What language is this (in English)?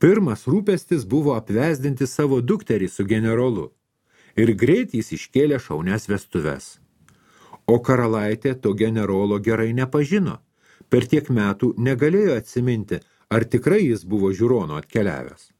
Lithuanian